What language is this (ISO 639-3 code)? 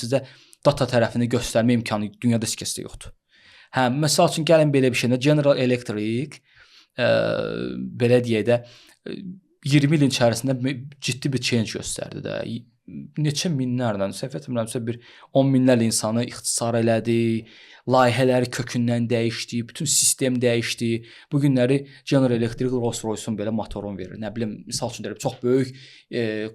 aze